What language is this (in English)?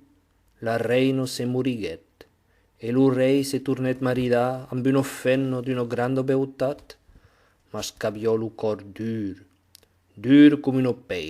Occitan